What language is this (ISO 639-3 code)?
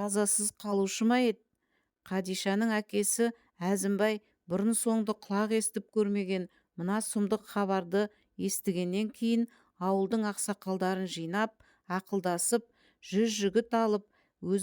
kaz